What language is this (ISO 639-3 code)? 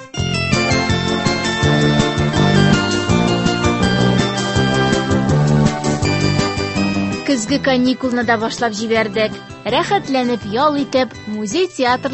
tat